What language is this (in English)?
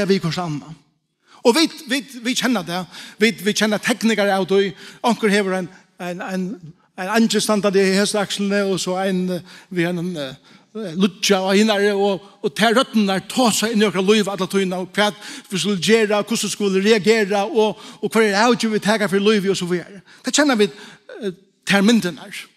Faroese